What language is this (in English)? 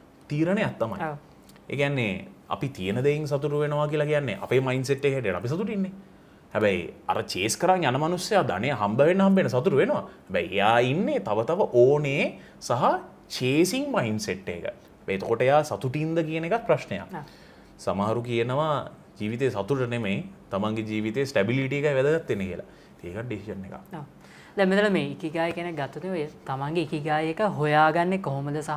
Sinhala